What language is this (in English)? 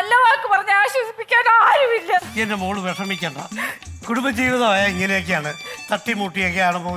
Malayalam